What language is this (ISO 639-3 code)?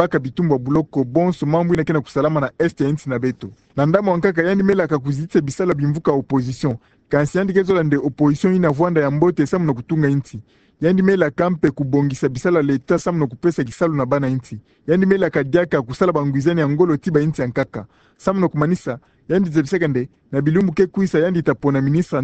ktu